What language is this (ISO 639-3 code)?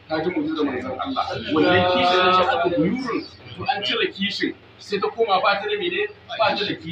hau